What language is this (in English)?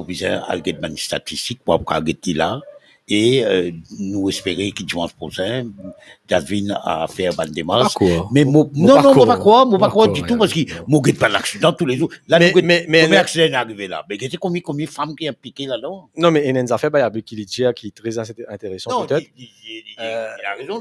Morisyen